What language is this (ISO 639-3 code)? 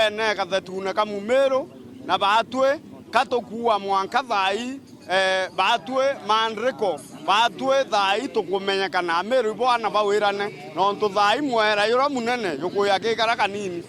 mer